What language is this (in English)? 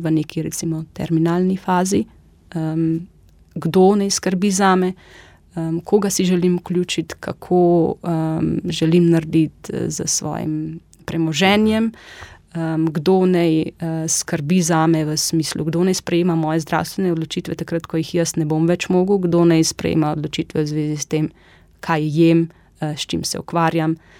Slovenian